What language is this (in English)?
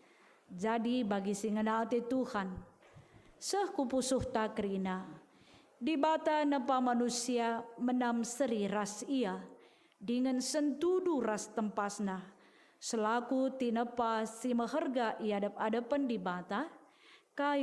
Batak Karo